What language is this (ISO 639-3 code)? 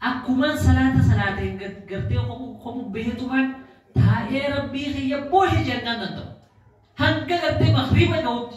orm